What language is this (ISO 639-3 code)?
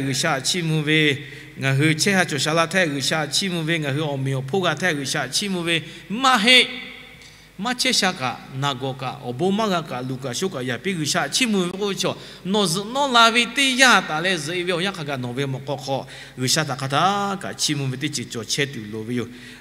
lhu